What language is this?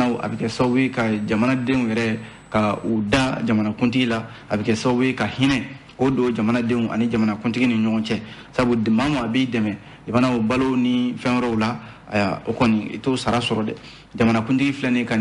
Bambara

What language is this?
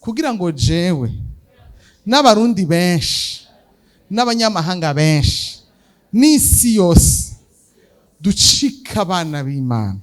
Rundi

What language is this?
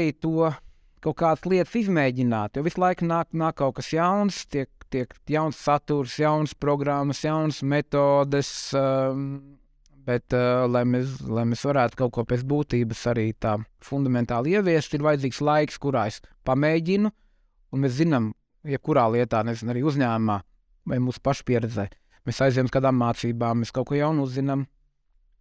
Latvian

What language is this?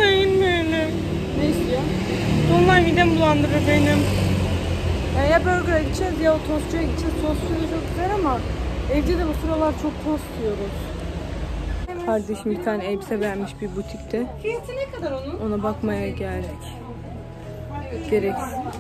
Turkish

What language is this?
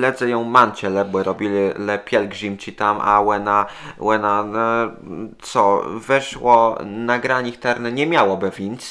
Kashubian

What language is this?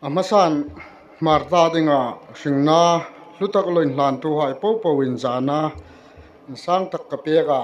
Hmar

